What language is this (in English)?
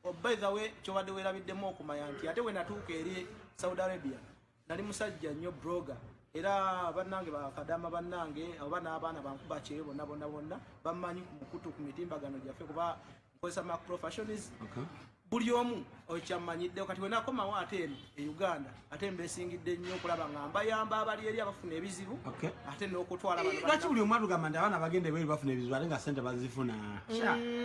Ganda